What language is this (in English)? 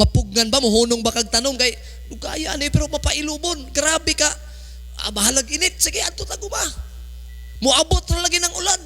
Cebuano